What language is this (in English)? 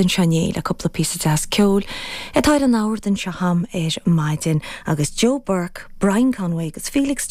Irish